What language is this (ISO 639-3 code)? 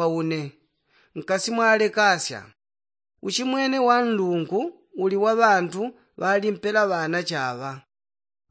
yao